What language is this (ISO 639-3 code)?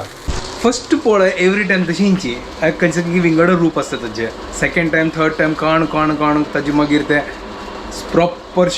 kok